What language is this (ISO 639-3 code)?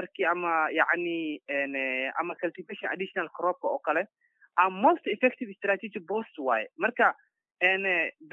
som